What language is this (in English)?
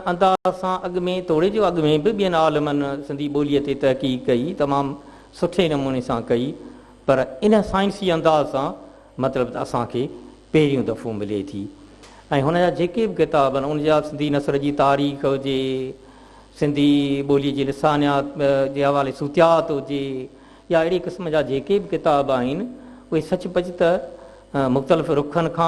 Sindhi